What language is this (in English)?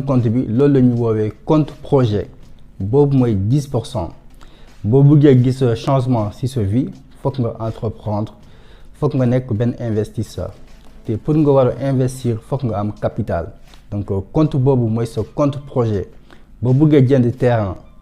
Wolof